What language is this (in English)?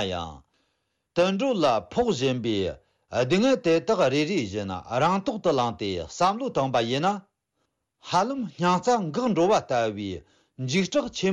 Tibetan